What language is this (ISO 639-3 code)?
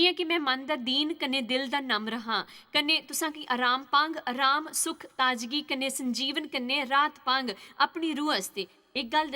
doi